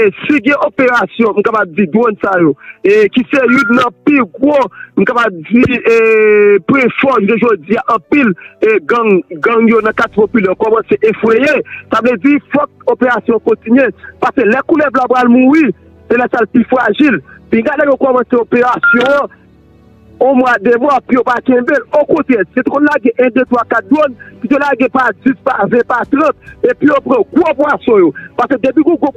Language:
Haitian Creole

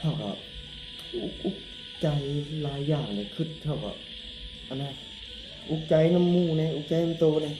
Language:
Northeastern Thai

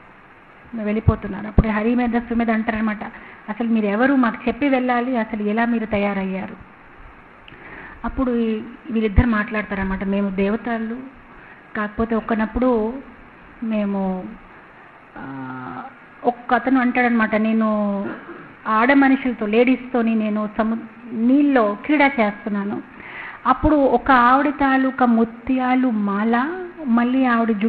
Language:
Telugu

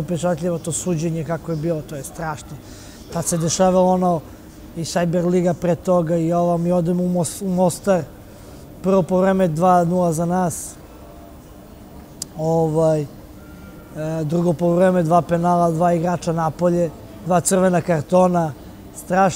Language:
Serbian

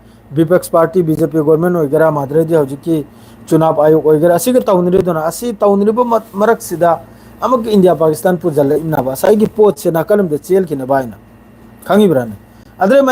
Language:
Manipuri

